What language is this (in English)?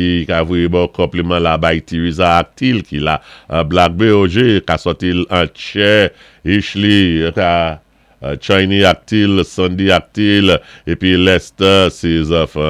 Saint Lucian Creole French